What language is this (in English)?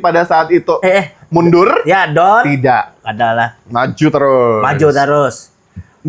Banjar